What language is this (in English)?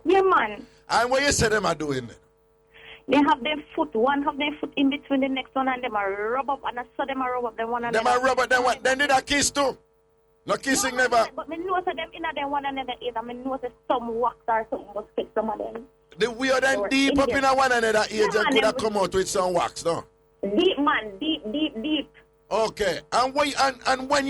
Jamaican Creole English